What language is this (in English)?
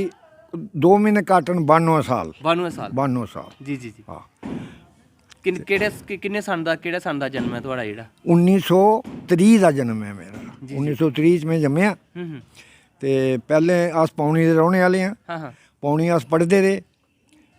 Dogri